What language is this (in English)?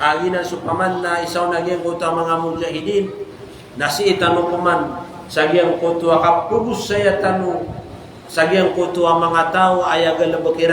Maranao